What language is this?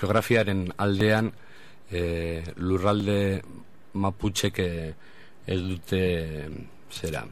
Basque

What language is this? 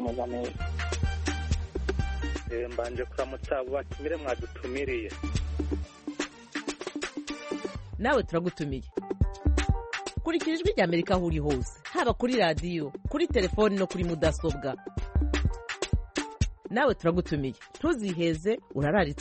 Kinyarwanda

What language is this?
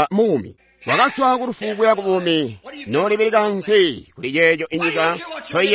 Tonga (Zambia)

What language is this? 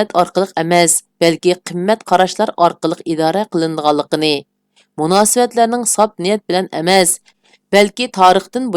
Uyghur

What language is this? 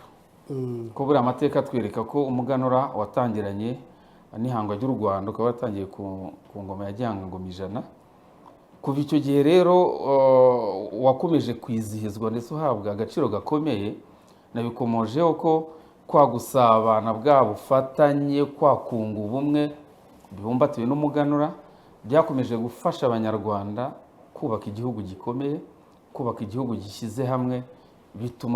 Kinyarwanda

